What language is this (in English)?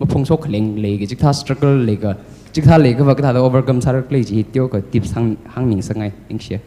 Tangkhul Naga (India)